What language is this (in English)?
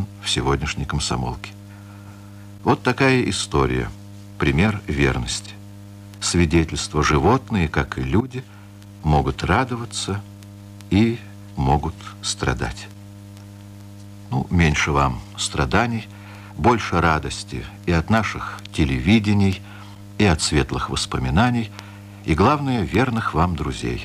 Russian